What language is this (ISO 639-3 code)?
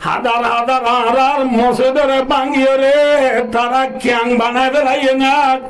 rhg